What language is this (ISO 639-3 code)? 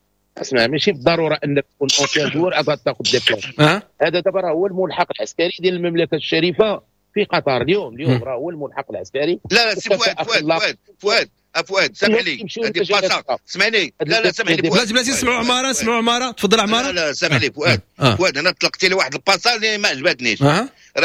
ary